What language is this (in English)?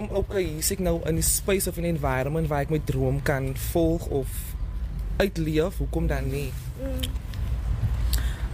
Afrikaans